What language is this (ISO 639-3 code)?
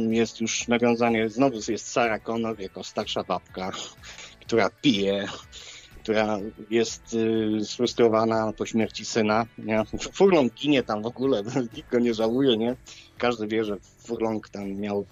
pol